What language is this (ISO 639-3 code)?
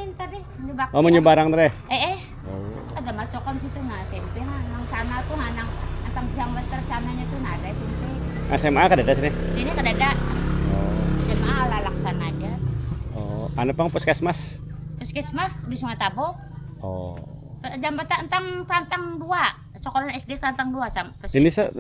bjn